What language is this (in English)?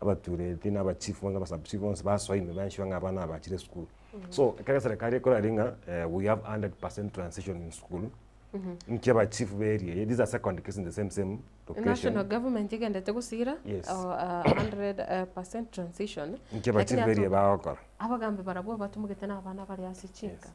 Gusii